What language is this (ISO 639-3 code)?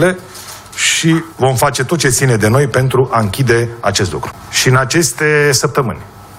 ron